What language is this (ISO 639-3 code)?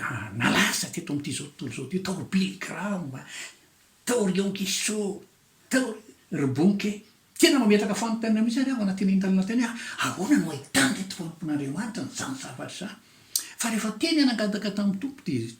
mlg